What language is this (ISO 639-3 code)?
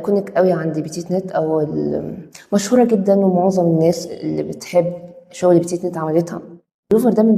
arz